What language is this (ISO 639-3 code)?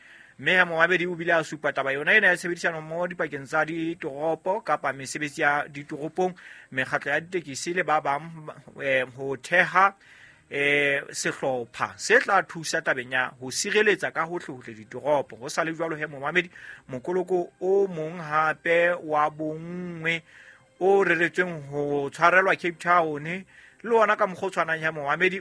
sot